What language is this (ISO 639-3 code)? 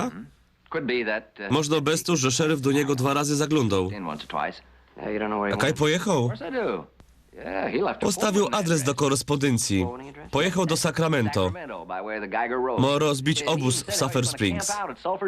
szl